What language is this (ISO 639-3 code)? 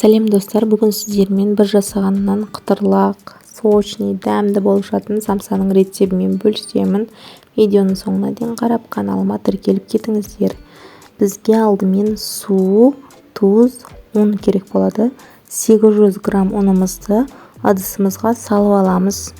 kaz